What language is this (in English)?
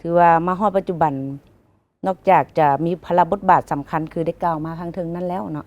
Lao